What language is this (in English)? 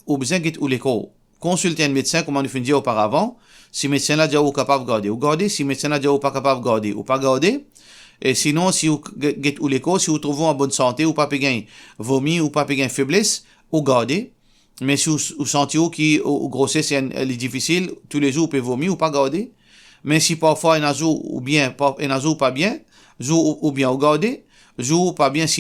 Morisyen